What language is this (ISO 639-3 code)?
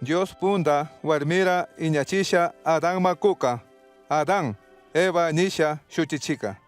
qug